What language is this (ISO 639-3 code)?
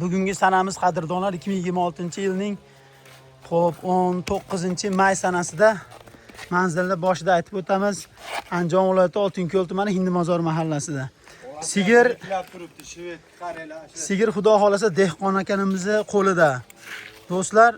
uzb